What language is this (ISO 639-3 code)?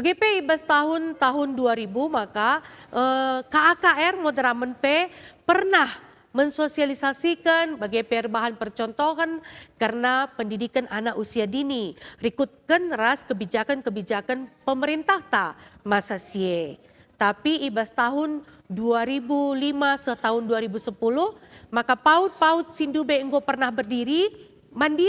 btx